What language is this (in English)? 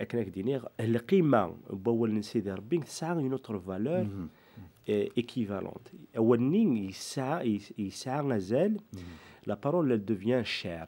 Kabyle